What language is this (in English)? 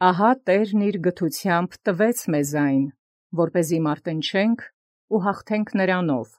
Armenian